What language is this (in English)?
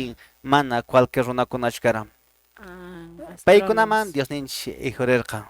Quechua